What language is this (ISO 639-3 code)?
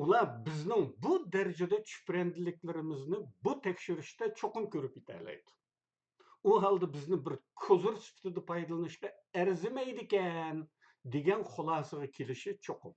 uig